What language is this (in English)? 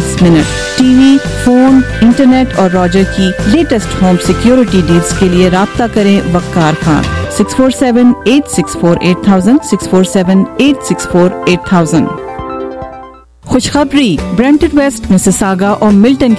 Urdu